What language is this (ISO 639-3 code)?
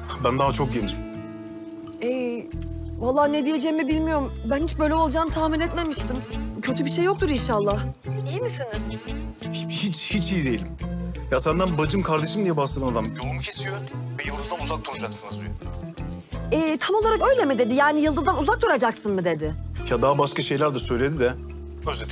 tur